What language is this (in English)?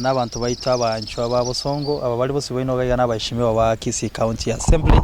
Gusii